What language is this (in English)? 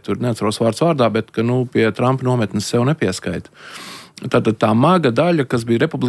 Latvian